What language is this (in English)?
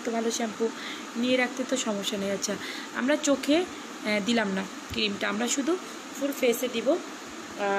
Bangla